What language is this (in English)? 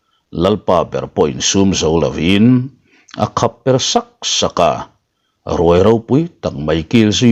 Mizo